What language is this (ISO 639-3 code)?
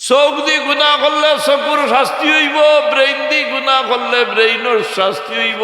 syl